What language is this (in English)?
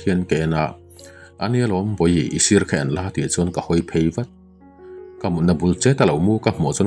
Mizo